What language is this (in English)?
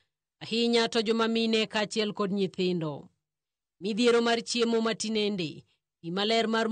Luo (Kenya and Tanzania)